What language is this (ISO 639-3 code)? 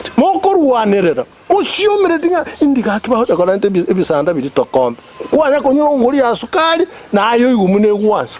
guz